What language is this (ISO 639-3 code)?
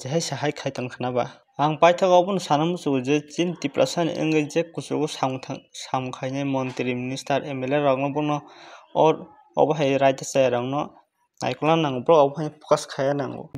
trp